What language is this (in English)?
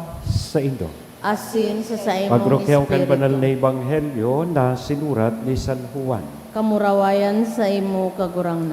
Bikol